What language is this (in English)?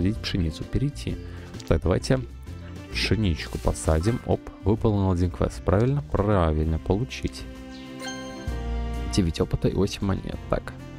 Russian